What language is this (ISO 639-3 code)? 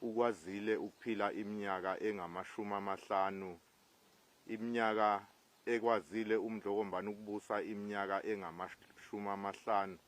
zul